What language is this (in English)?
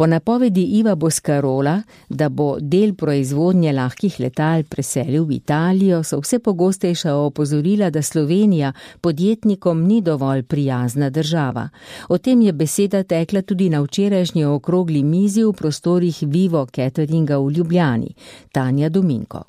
Slovenian